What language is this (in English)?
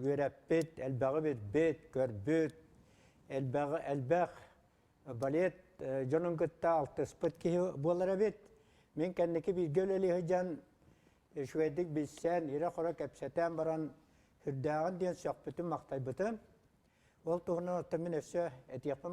Yakut